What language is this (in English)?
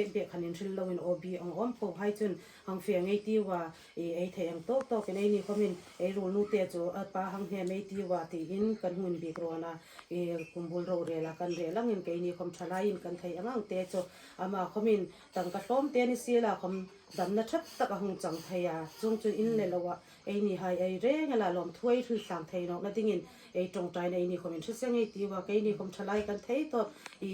Hmar